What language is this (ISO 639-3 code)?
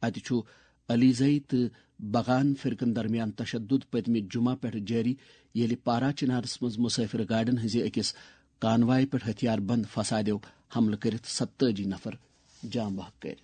kas